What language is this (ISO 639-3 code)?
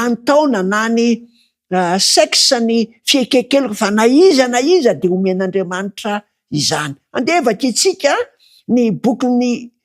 mlg